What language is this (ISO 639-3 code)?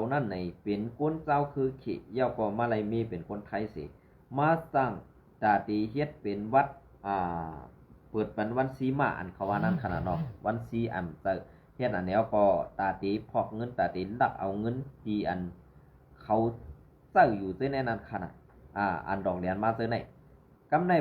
shn